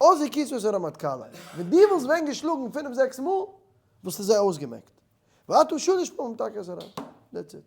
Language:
Yiddish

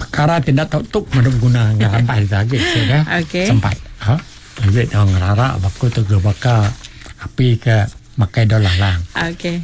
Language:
Iban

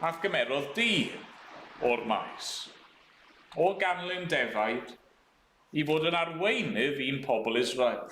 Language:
Welsh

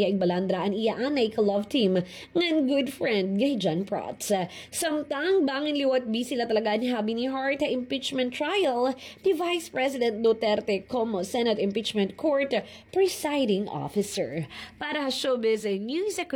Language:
Waray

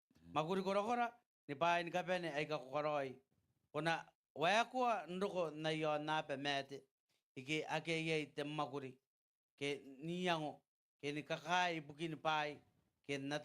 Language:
Gilbertese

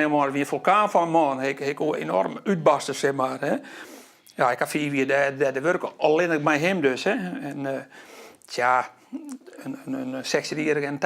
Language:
Western Frisian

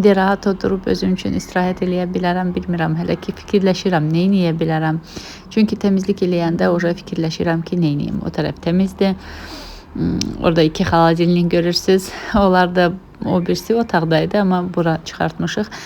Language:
Azerbaijani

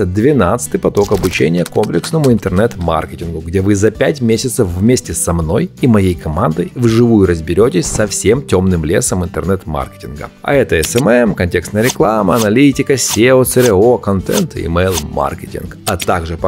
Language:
Russian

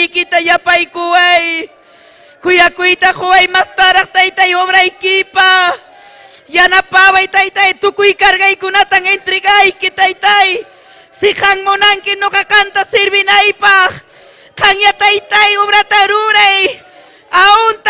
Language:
Ayacucho Quechua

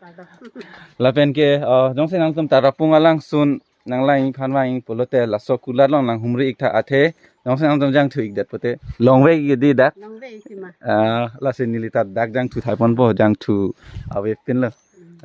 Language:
Karbi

